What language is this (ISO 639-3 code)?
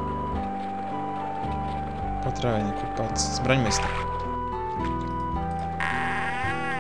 ces